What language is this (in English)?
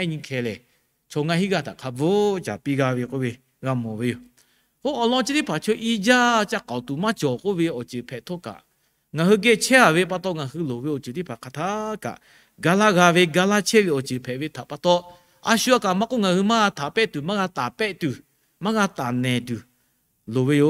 Lahu